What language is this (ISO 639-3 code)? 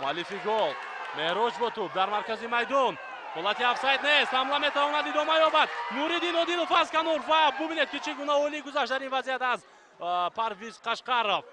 tgk